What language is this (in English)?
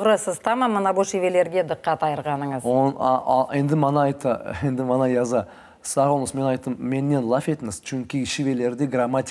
Crimean Tatar